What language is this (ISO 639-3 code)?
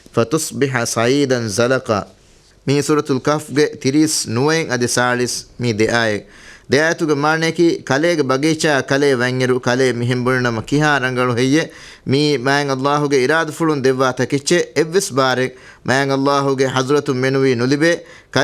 div